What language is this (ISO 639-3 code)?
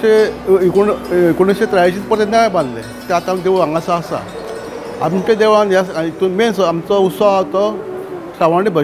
kok